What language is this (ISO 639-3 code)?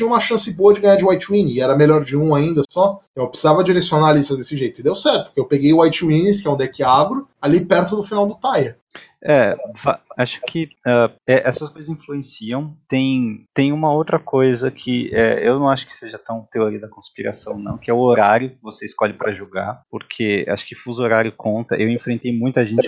por